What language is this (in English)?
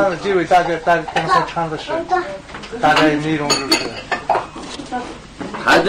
Kazakh